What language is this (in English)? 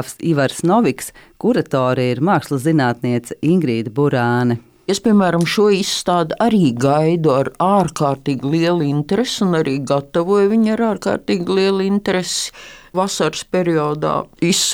Latvian